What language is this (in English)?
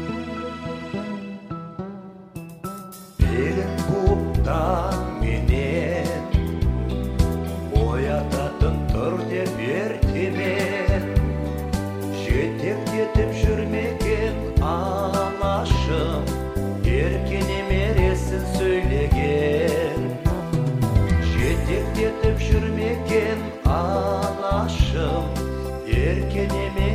Kazakh